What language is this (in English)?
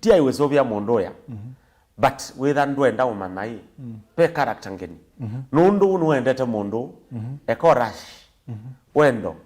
Kamba